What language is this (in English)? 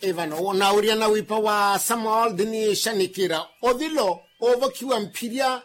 Makhuwa